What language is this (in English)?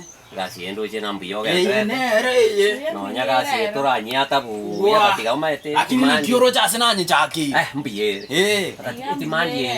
Gusii